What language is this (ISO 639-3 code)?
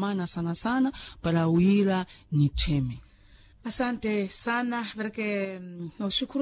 vmw